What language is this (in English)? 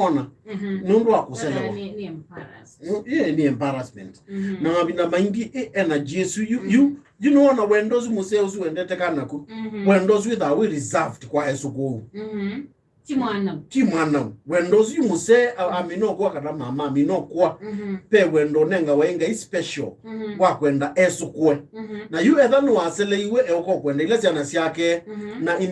Kamba